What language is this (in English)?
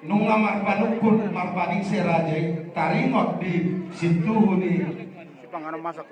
Batak Toba